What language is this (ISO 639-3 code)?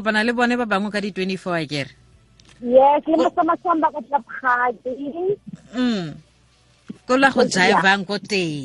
tsn